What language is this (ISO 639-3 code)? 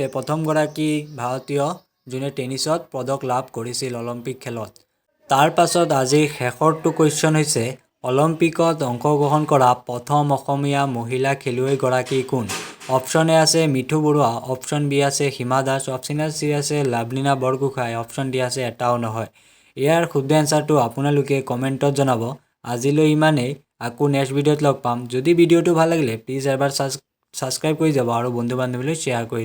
asm